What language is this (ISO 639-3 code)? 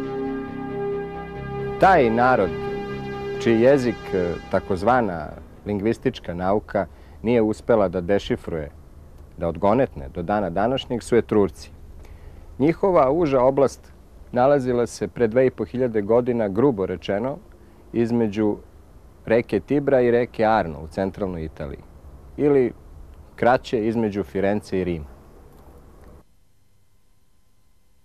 srp